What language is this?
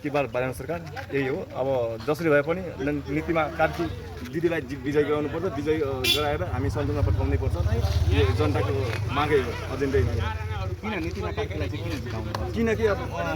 Nepali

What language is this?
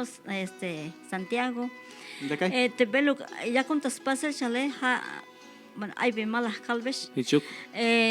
Tzeltal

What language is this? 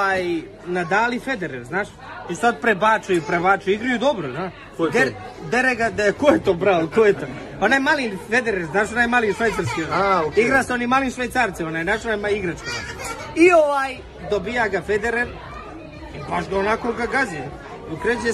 Serbian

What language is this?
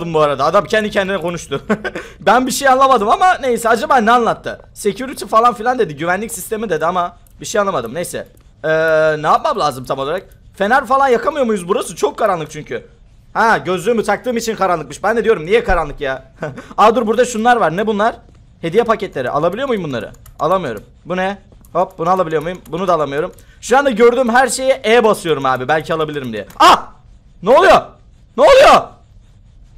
Turkish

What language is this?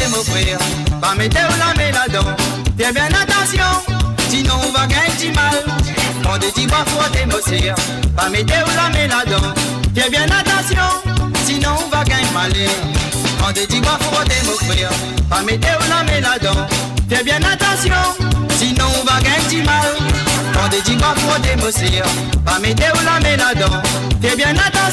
Morisyen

